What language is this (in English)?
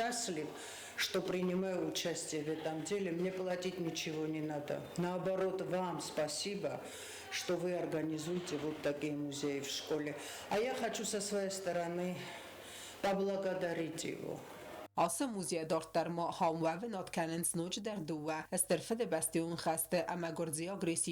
Ossetic